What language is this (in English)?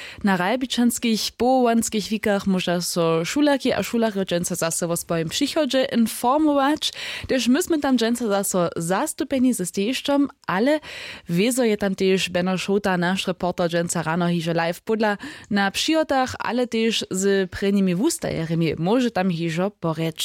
Upper Sorbian